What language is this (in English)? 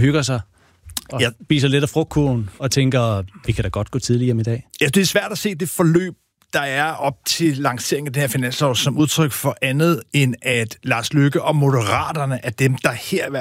Danish